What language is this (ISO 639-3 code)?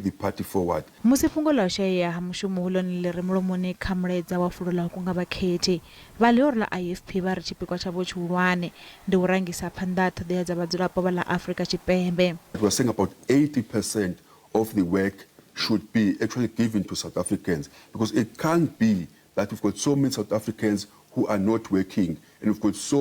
ven